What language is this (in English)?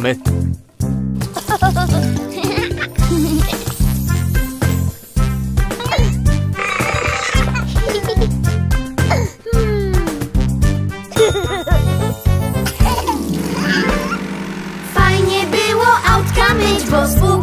Polish